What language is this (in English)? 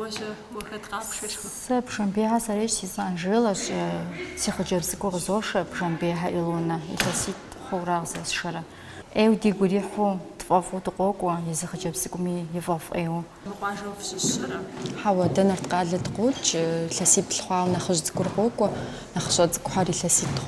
Kabardian